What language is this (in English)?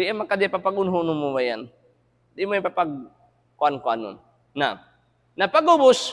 Tausug